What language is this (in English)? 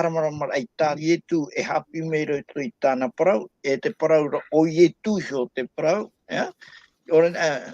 Tahitian